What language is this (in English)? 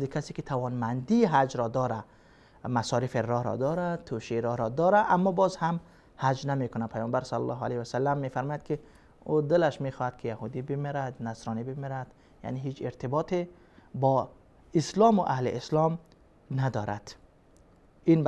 Persian